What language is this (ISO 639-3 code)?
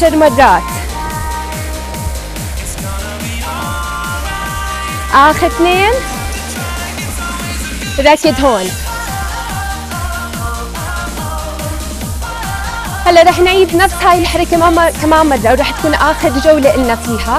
ajp